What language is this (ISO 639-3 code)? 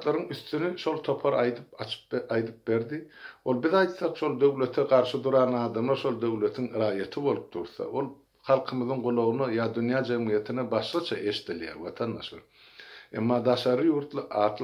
tuk